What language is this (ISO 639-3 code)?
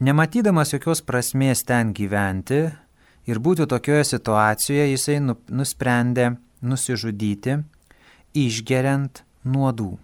lit